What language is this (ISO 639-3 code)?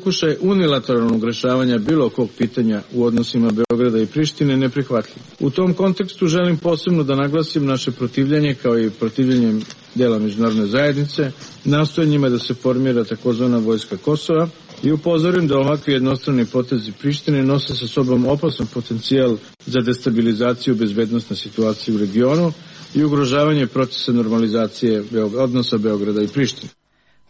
srp